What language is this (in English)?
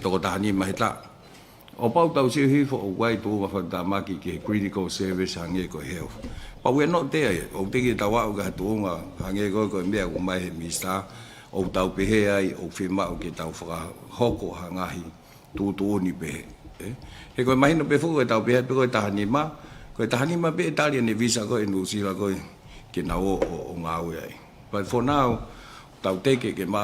Tongan